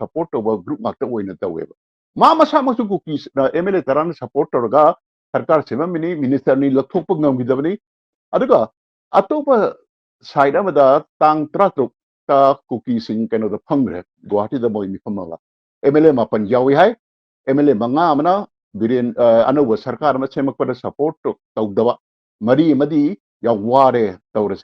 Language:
Manipuri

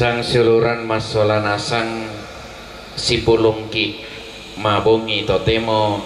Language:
Toraja-Sa'dan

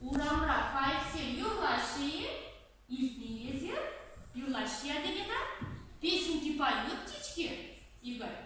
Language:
Chuvash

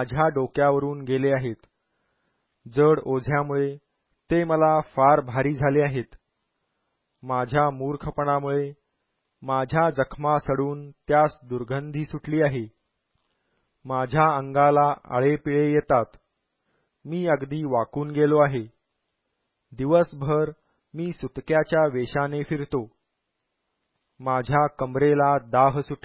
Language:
Marathi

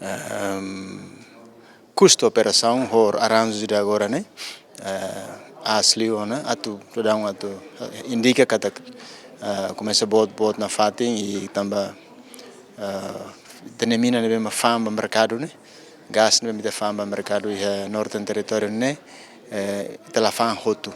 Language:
Tetum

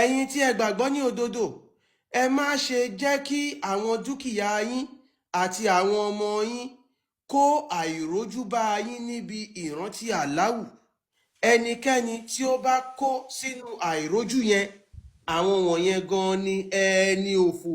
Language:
Yoruba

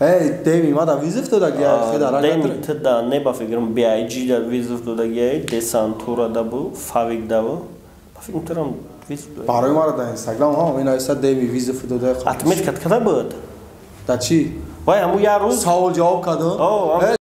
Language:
Tajik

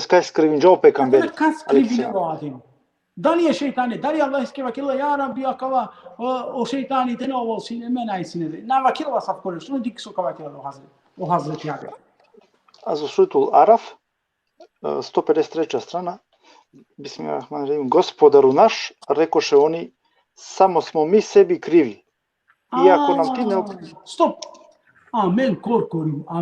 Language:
Balkan Romani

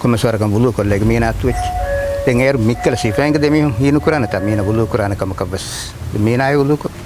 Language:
Divehi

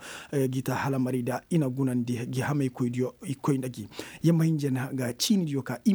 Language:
Koyraboro Senni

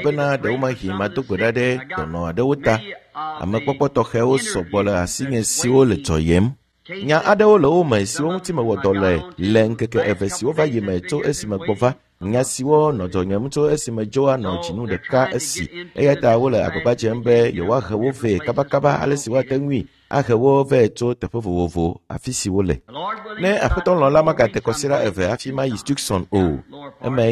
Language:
Ewe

